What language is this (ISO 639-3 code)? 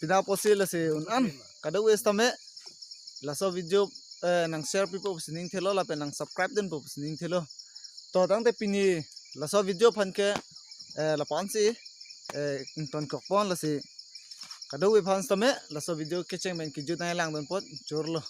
mjw